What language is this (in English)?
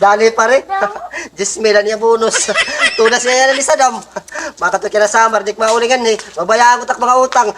Waray